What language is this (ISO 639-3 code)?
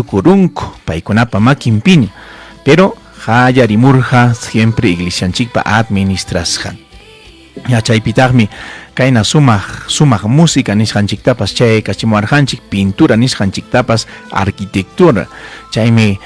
quy